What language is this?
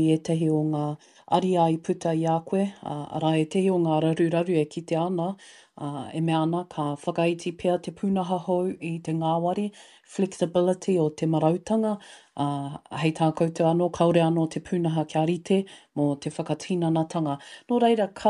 Māori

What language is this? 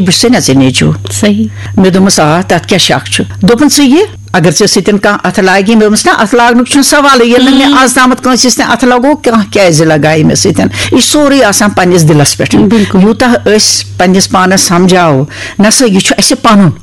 Kashmiri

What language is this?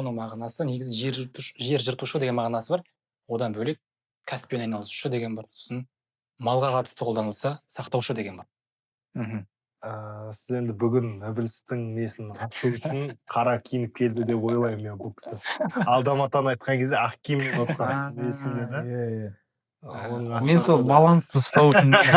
Kazakh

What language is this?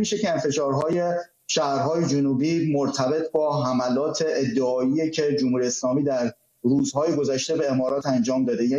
Persian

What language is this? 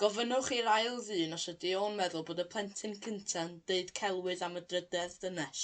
Welsh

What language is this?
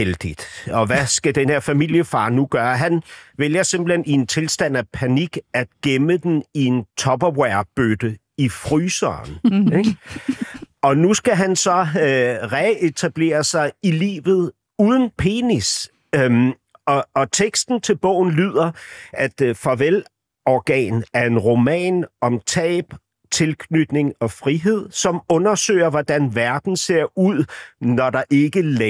Danish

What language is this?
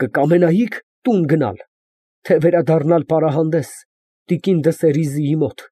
Armenian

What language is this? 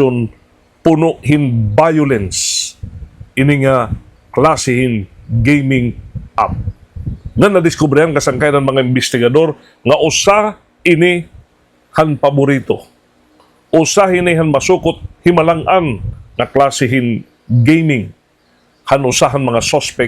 Waray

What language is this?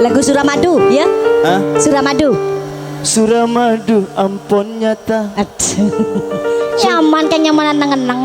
Madurese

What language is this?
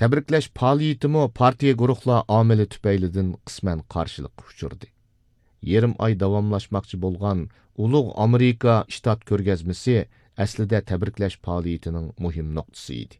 Uyghur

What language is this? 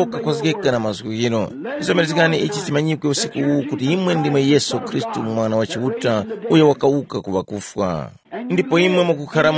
Tumbuka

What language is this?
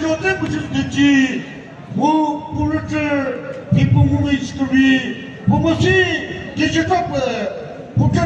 Chokri Naga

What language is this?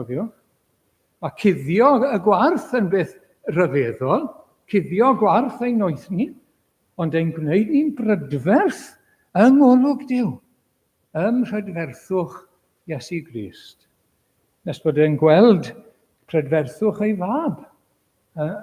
Welsh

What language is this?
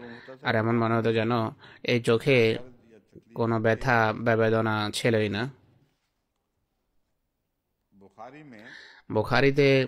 Bangla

